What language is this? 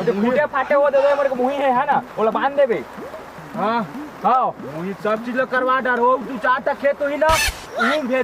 Chhattisgarhi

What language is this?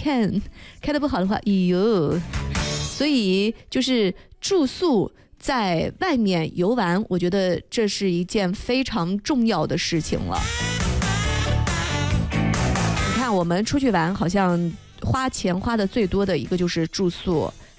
Chinese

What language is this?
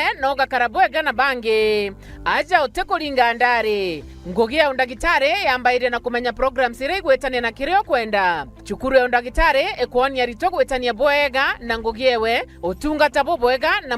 Meru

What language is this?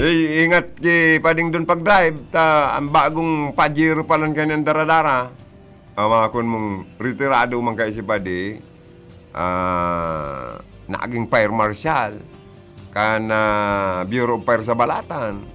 Bikol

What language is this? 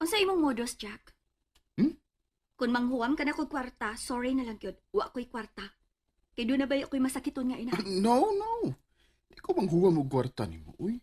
Cebuano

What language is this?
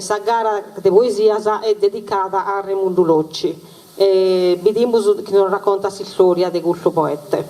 Sardinian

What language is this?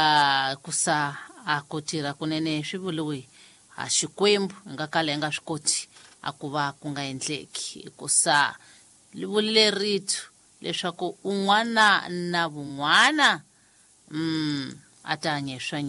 Tsonga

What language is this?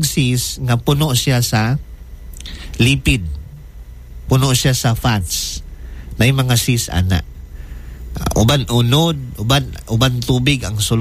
Cebuano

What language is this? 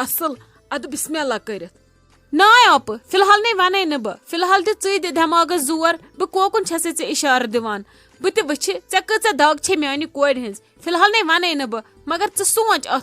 Kashmiri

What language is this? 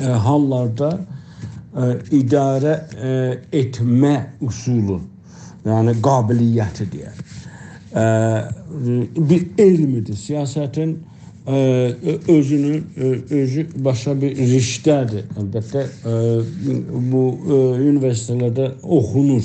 South Azerbaijani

